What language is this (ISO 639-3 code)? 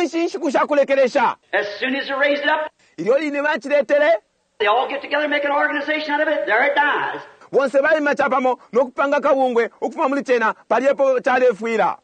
bem